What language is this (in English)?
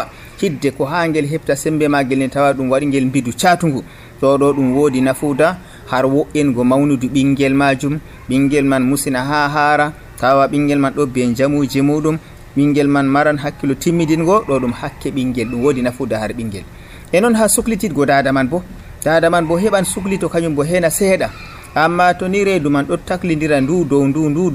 Nigerian Fulfulde